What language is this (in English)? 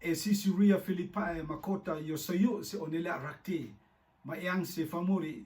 Rotuman